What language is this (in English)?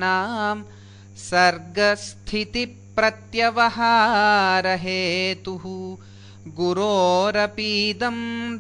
Sanskrit